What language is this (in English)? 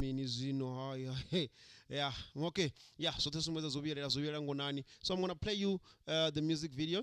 Venda